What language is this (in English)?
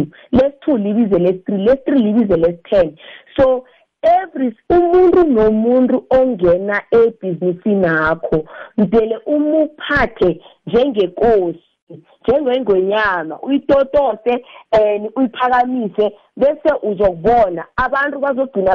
South Ndebele